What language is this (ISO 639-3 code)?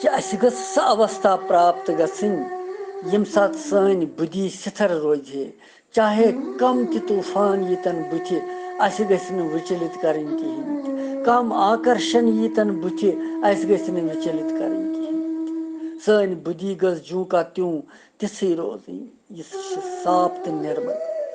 kas